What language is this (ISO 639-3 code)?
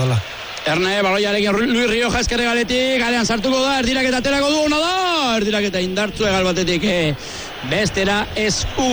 eus